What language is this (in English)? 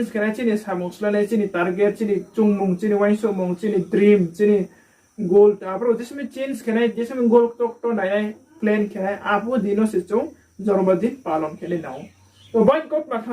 Riang (India)